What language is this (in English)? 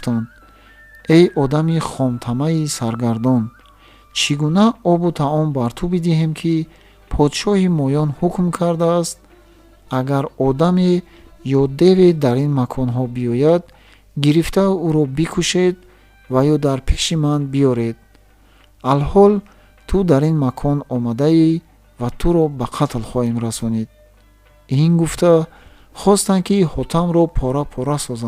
Tajik